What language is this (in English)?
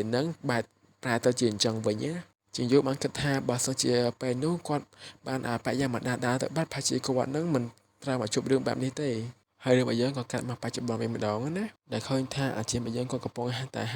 Khmer